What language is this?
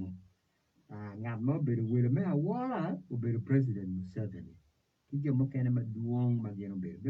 Acoli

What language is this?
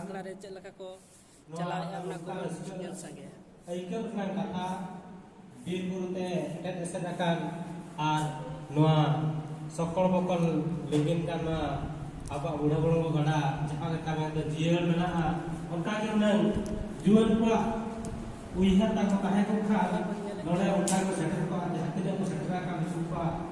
Santali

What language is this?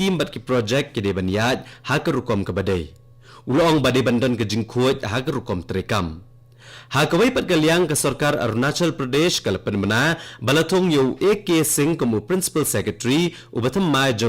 Khasi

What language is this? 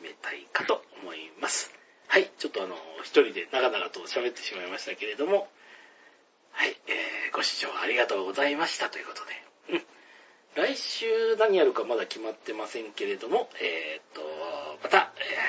Japanese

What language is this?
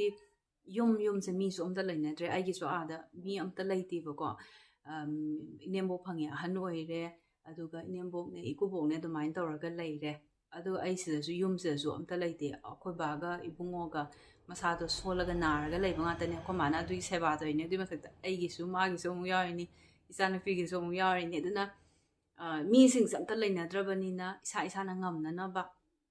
Manipuri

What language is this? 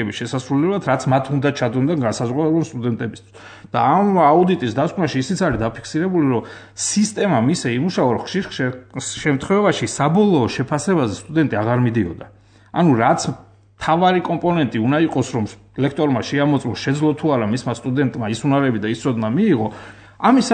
Georgian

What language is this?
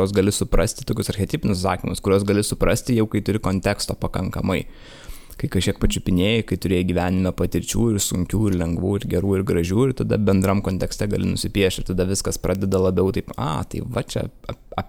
Lithuanian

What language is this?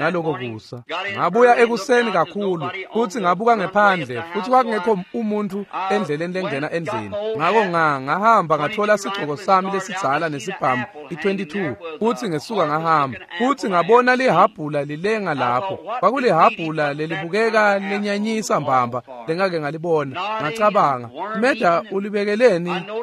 Swati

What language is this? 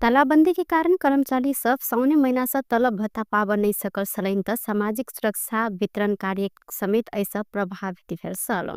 Maithili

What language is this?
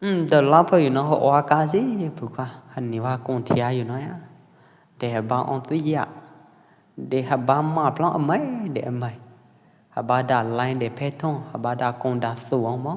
Pwo Eastern Karen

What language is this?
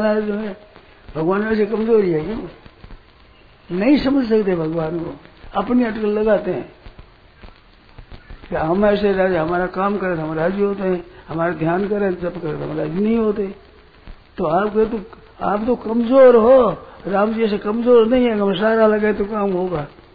Hindi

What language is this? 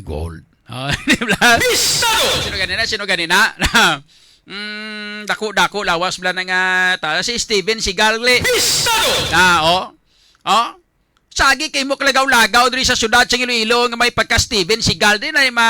Hiligaynon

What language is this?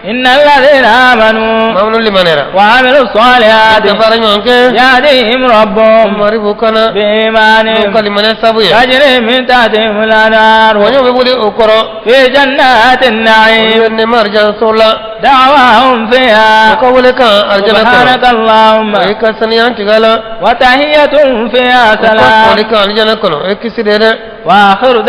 Bambara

